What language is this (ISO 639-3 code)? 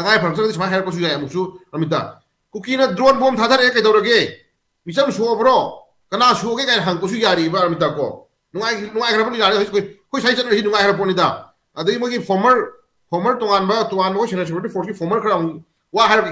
mni